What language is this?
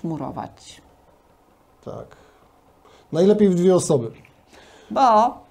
Polish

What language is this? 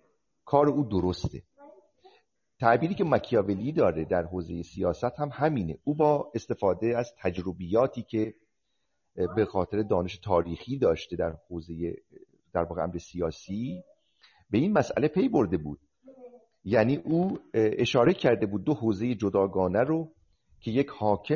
Persian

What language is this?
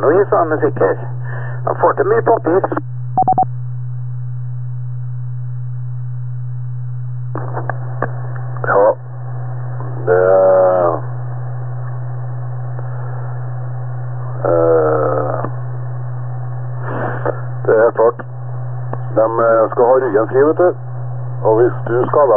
Norwegian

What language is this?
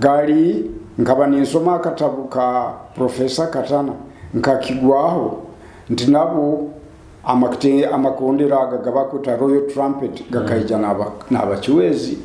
Nyoro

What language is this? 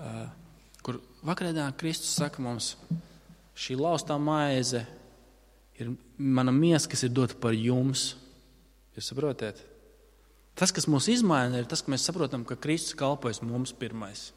Latvian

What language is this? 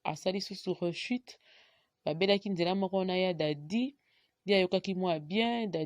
Lingala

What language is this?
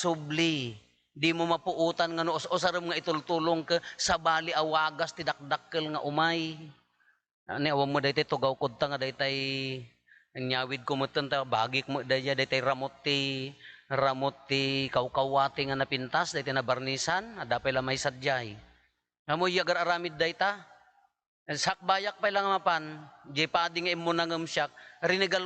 Iloko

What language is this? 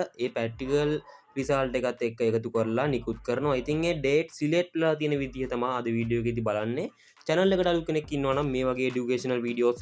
Sinhala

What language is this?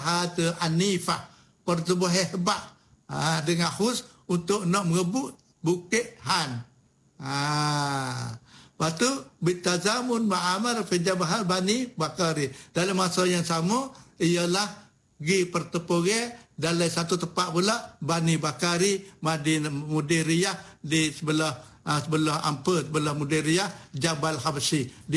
Malay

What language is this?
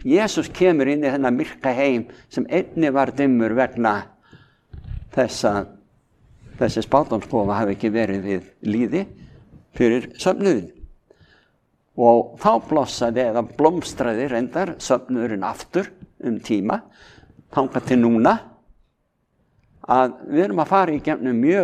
Icelandic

